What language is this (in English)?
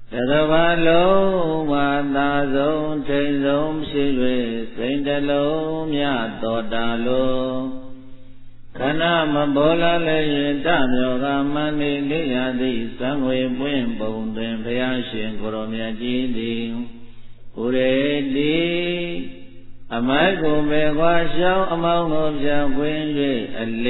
Burmese